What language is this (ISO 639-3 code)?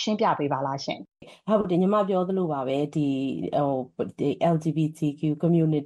mya